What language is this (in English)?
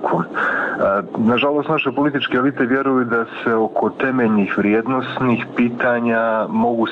Bosnian